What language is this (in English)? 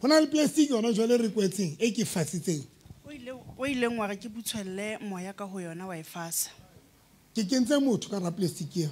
Southern Sotho